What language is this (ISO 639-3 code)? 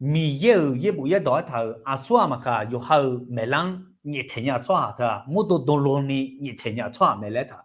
ahk